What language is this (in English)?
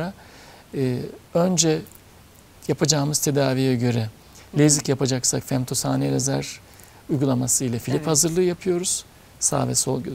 Turkish